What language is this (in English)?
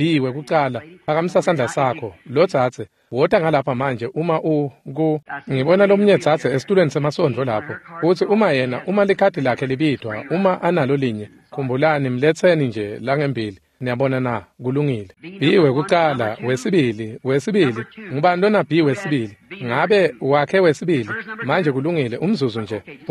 Swati